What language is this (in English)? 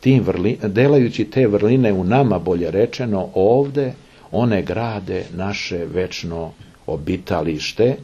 Serbian